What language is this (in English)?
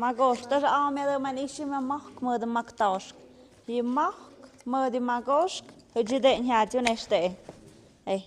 Tlahuitoltepec Mixe